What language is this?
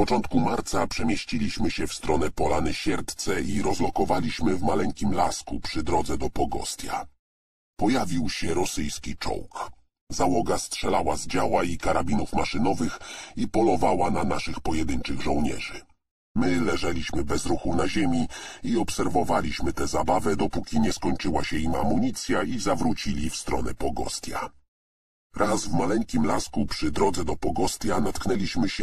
Polish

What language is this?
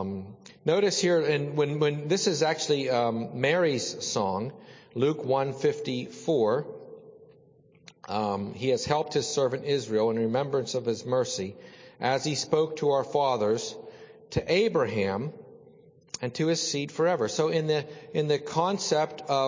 English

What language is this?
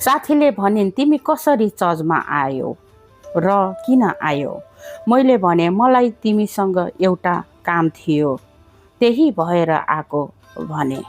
Nepali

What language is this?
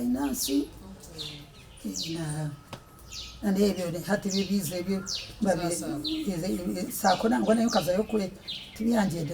Nyankole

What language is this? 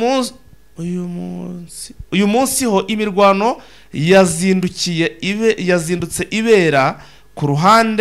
Kinyarwanda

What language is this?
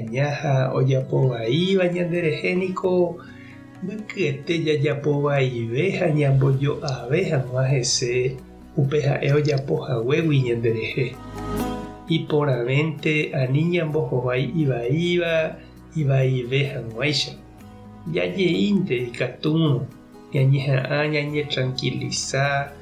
Guarani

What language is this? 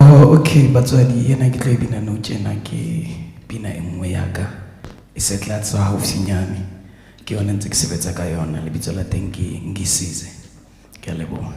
Southern Sotho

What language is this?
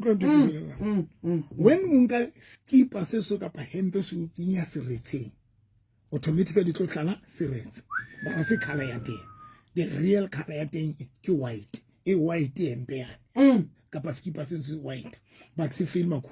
Southern Sotho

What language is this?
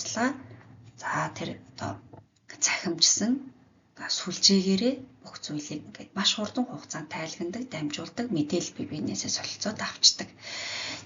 Mongolian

